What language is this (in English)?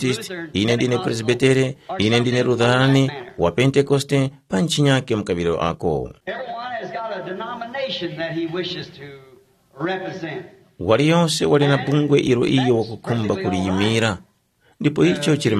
Tumbuka